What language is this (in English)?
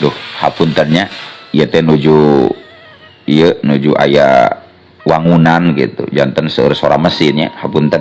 Sundanese